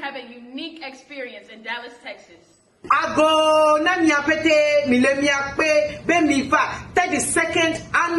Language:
Ewe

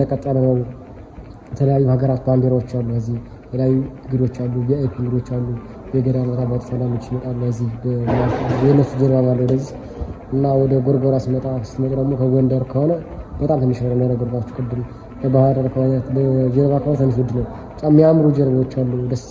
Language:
Amharic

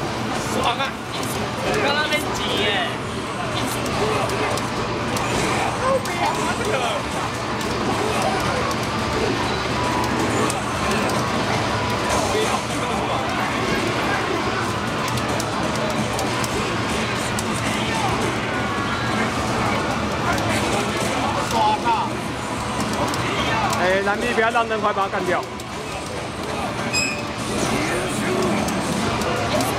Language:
Chinese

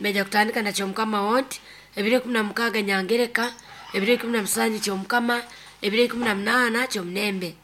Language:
Nyoro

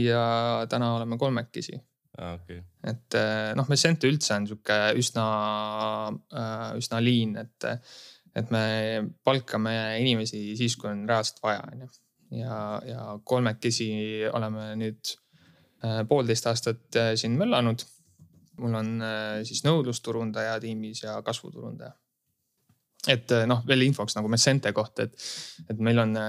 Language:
Estonian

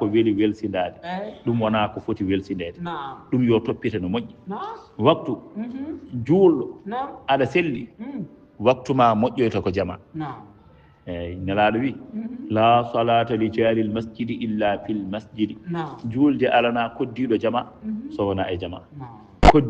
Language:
Fula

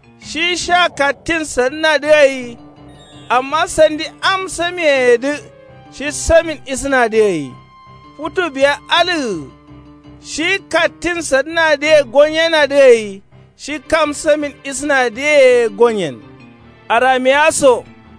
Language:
Kanuri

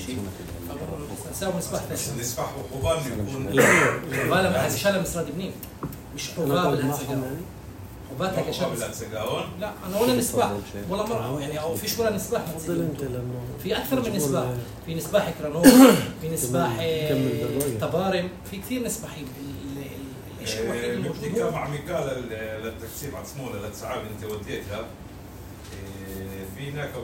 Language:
North Levantine Arabic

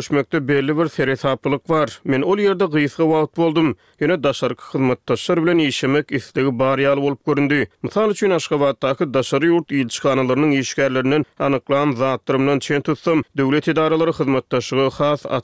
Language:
Turkmen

